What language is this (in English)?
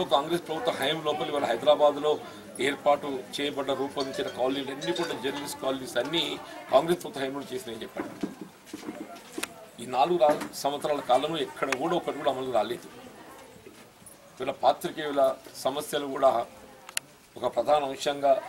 Telugu